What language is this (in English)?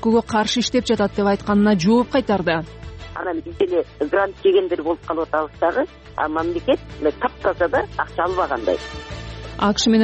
Kyrgyz